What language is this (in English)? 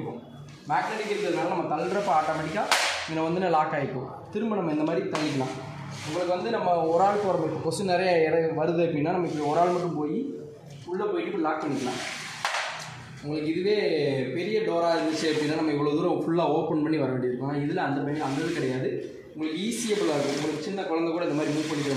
Tamil